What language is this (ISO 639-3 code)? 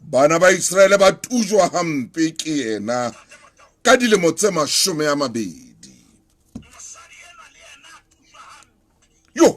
sot